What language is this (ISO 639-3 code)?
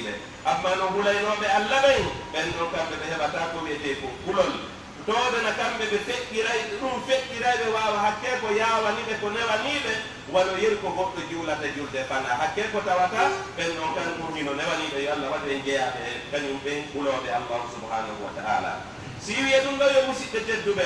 fuf